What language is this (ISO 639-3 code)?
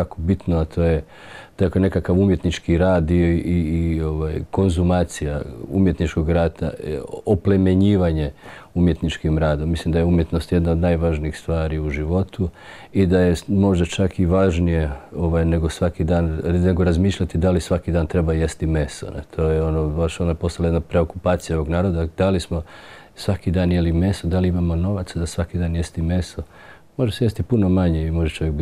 hrv